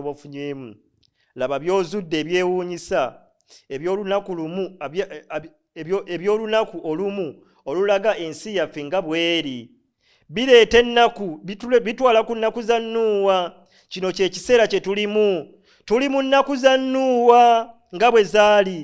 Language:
Ganda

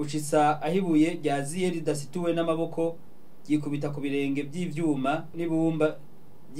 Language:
Rundi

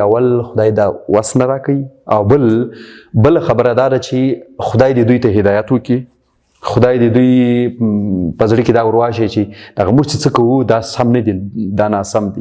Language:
Pashto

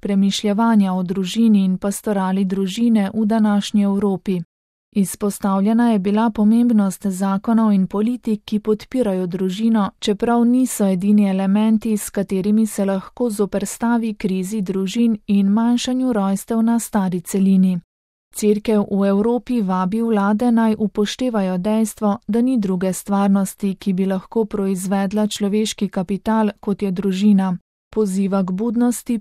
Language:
Slovenian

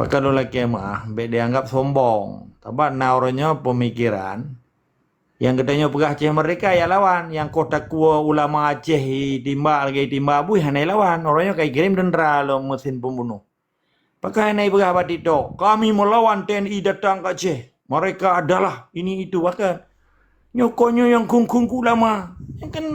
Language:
Achinese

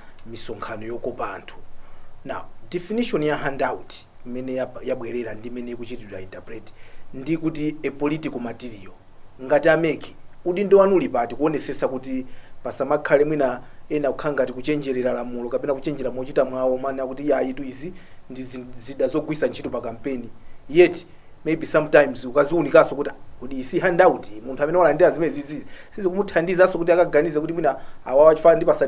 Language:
Nyanja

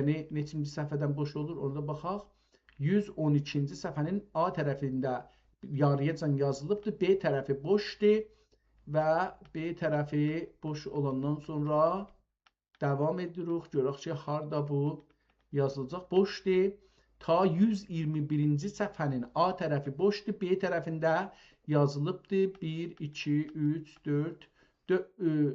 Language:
South Azerbaijani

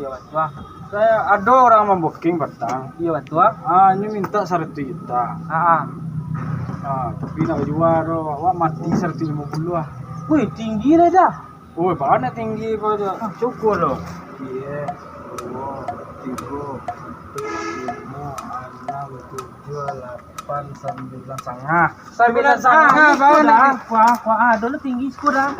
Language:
Minangkabau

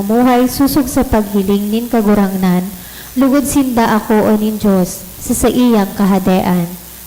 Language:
Bikol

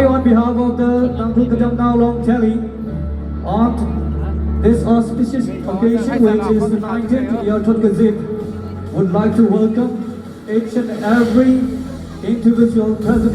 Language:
Tangkhul Naga (India)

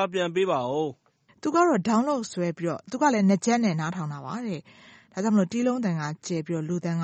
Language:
Burmese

